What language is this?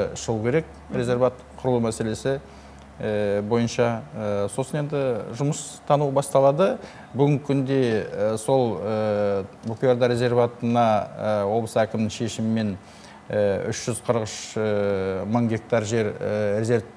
Kazakh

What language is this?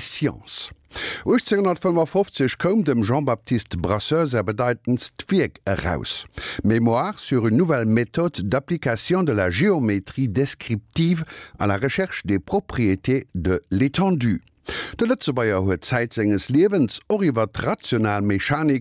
Luxembourgish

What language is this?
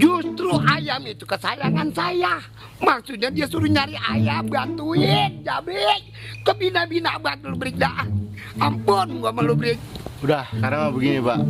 Betawi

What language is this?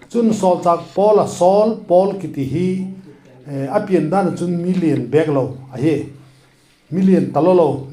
Vaiphei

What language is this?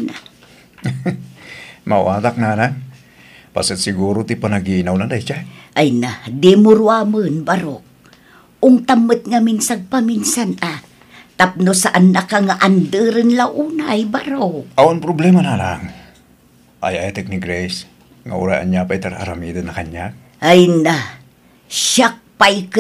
Iloko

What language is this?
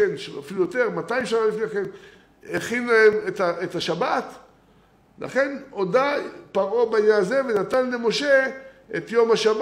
Hebrew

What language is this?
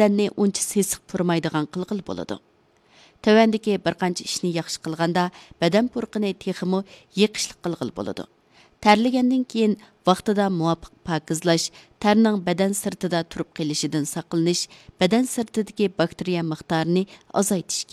Uyghur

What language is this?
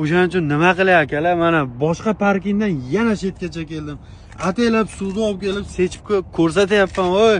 Uzbek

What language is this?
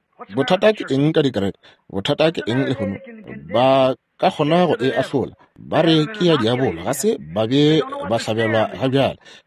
Northern Sotho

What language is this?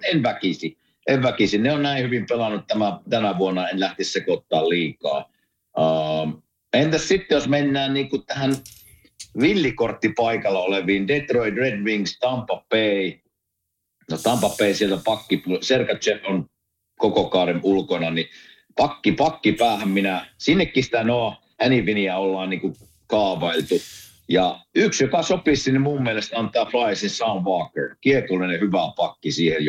Finnish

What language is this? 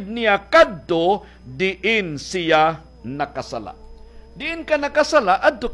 Cebuano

